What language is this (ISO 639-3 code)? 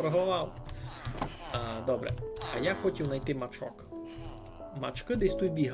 rue